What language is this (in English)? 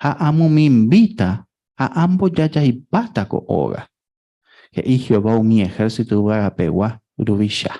Guarani